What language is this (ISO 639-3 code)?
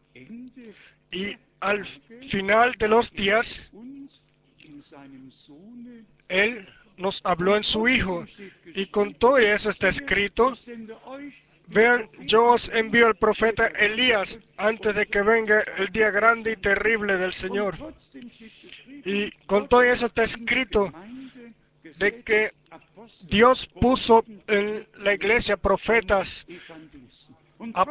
spa